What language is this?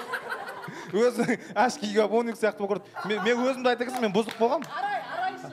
Kazakh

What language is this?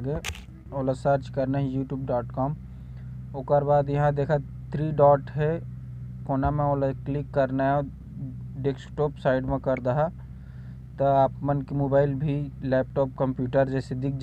Chhattisgarhi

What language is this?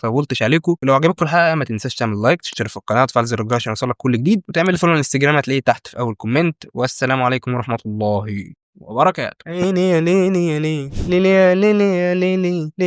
Egyptian Arabic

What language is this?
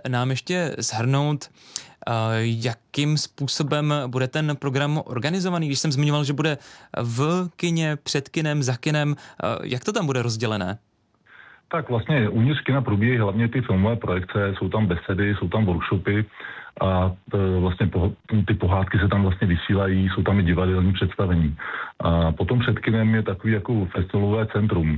Czech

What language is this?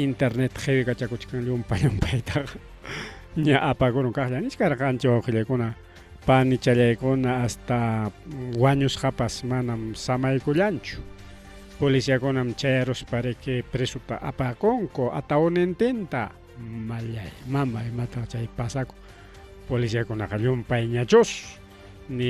Ayacucho Quechua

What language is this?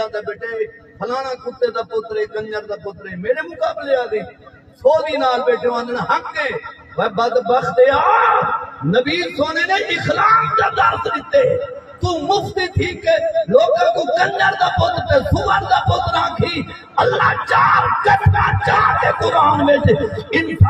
Saraiki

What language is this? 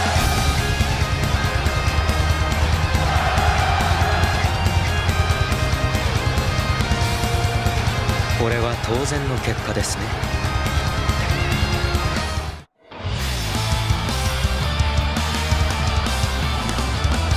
Japanese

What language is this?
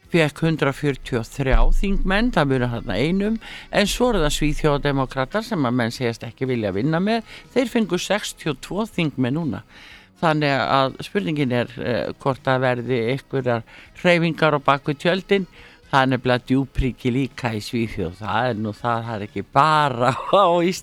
Icelandic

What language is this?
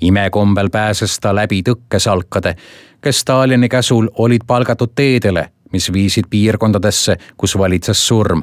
Estonian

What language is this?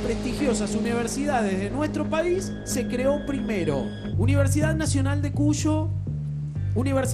Spanish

